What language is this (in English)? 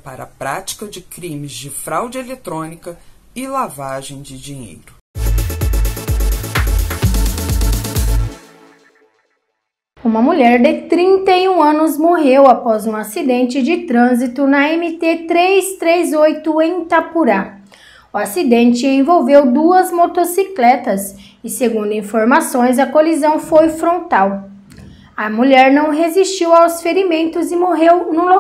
Portuguese